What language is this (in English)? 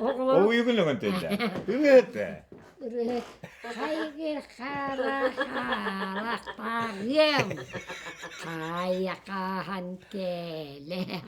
Yakut